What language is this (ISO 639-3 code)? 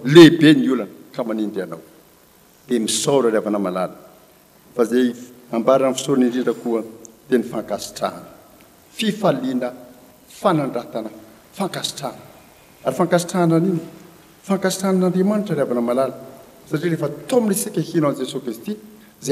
mlg